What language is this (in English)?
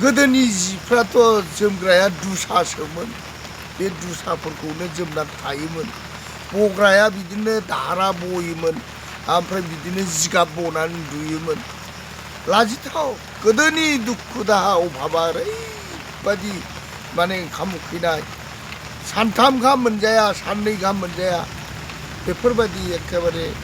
Bodo